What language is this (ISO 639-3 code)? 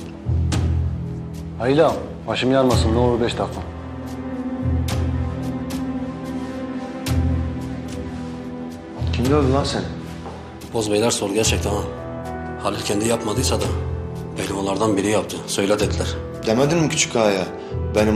tur